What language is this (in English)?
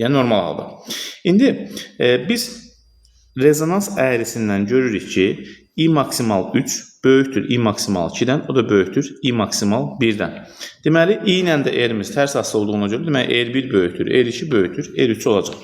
Azerbaijani